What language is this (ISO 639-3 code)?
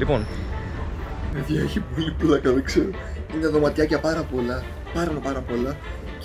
ell